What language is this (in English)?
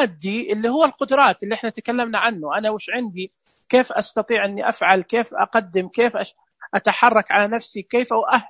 Najdi Arabic